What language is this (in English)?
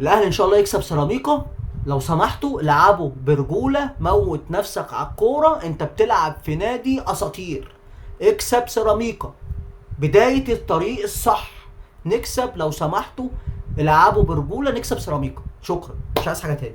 Egyptian Arabic